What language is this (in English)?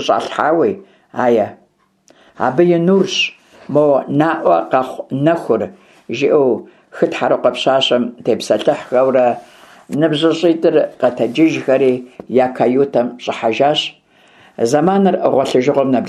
Kabardian